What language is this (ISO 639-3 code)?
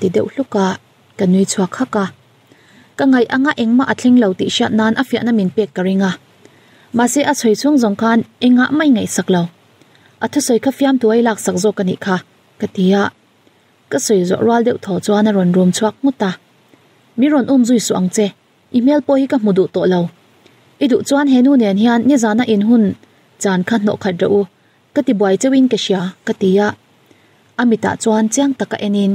lus